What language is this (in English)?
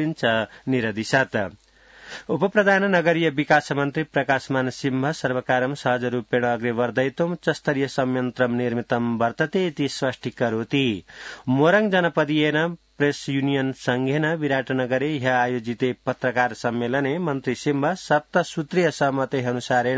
Sanskrit